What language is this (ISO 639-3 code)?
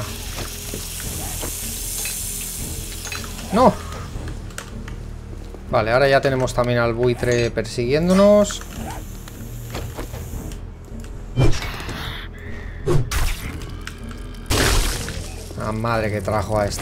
spa